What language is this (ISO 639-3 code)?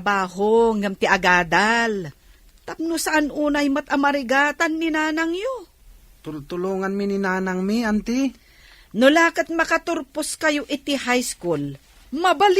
ilo